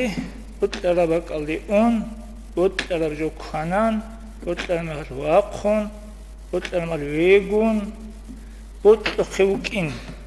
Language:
Avaric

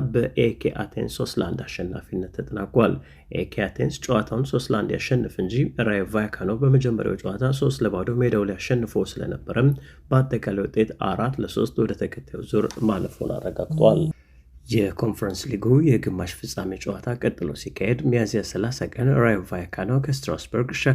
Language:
Amharic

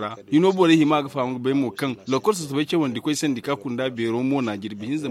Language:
Zarma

